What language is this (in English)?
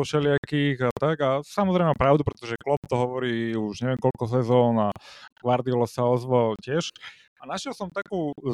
Slovak